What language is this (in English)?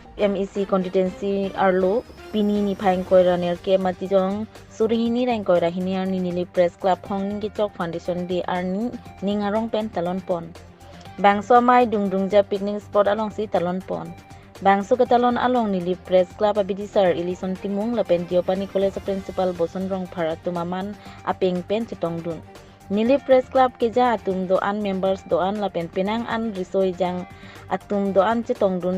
Karbi